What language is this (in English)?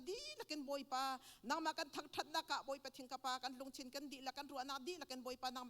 Hakha Chin